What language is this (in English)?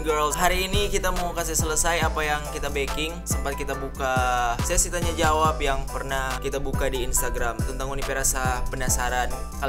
Manado Malay